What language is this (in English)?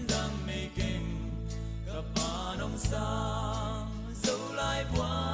Paite Chin